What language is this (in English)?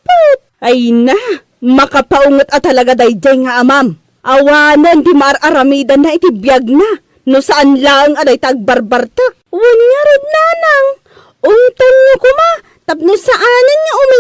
Iloko